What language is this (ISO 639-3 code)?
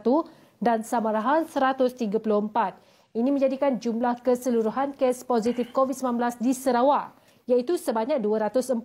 msa